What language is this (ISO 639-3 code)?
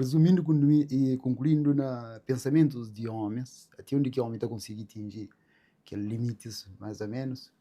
kea